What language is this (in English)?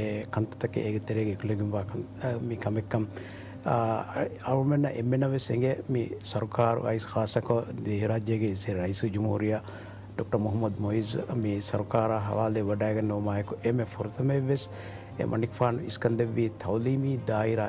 Divehi